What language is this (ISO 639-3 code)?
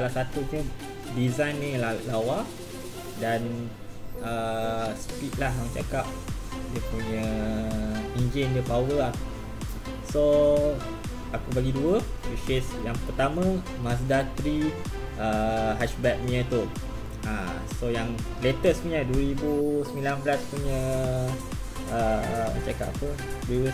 msa